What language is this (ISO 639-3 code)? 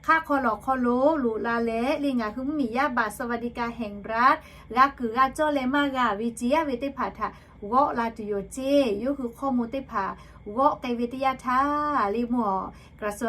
lhu